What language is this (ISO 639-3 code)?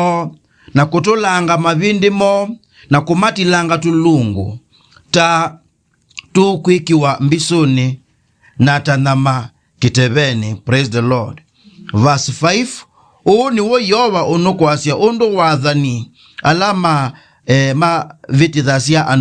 kam